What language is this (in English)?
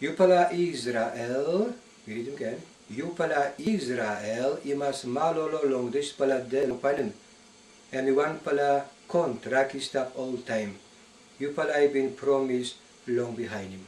Tok Pisin